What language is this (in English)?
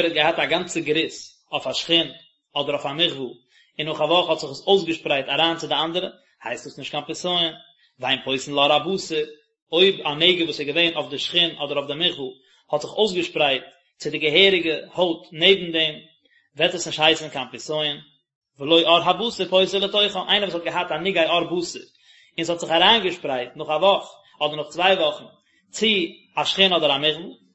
Yiddish